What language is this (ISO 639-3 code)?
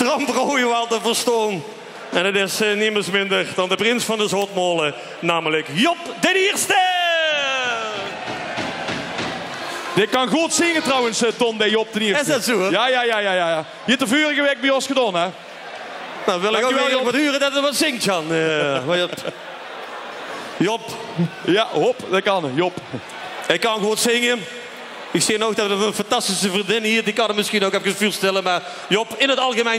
nld